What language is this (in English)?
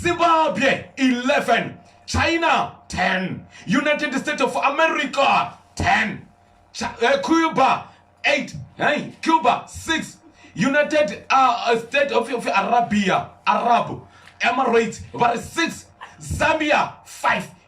Venda